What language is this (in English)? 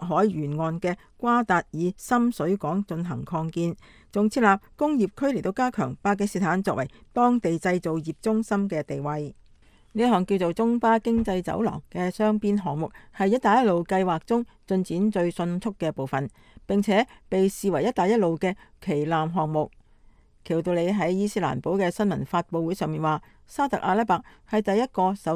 Cantonese